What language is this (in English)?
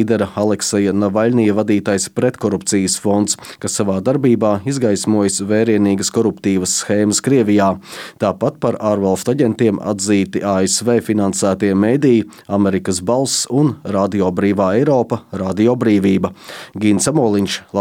Latvian